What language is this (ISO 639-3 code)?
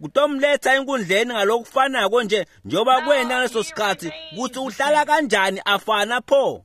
ssw